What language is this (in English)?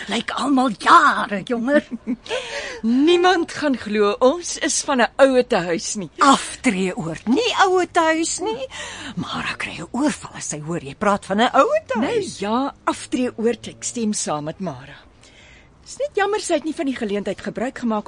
Afrikaans